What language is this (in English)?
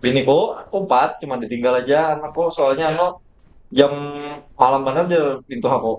Banjar